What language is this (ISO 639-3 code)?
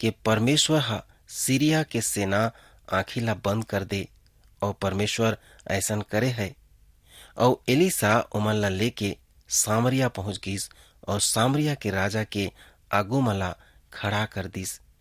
hne